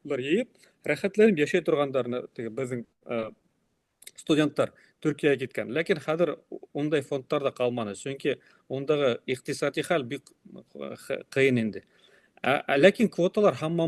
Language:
Bashkir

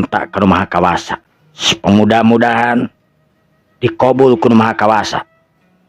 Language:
Sundanese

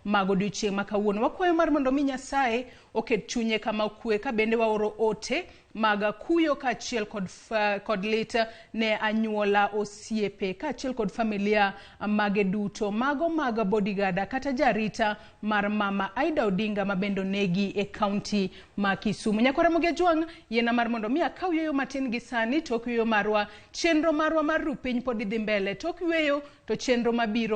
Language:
Luo (Kenya and Tanzania)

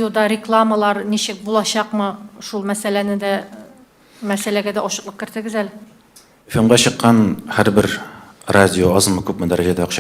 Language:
Tatar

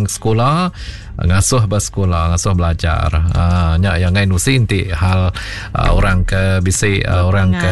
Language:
Iban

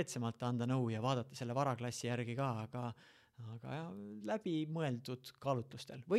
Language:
Estonian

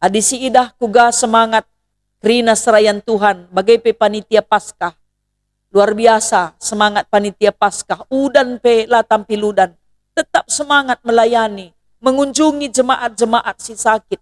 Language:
Batak Karo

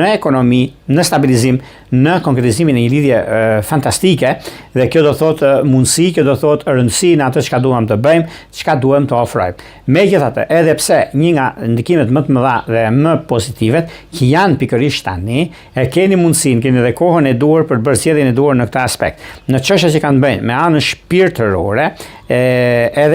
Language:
Albanian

